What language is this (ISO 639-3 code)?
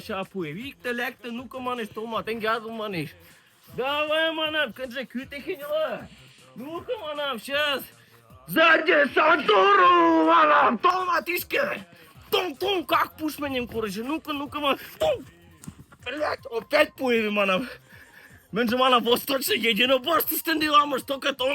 mrj